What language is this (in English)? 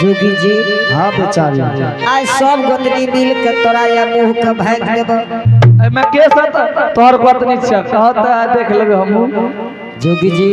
Angika